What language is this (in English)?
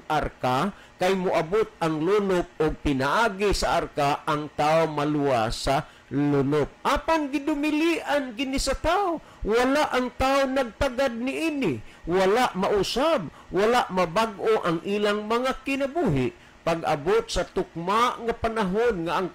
Cebuano